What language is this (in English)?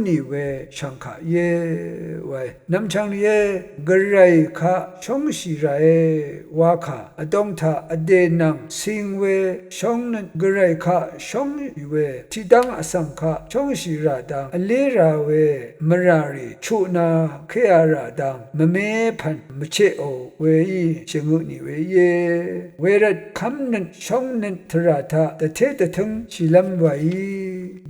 Rawang